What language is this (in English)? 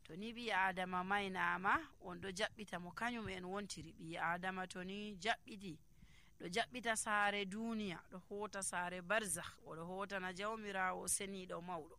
Nigerian Fulfulde